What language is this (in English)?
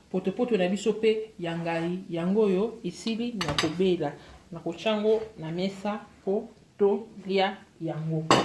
Lingala